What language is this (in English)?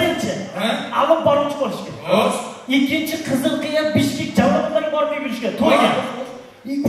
Kara-Kalpak